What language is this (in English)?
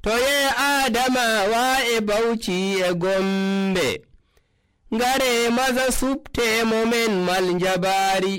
Nigerian Fulfulde